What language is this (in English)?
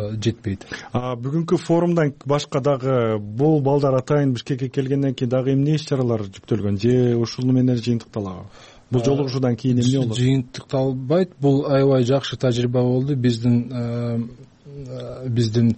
Kyrgyz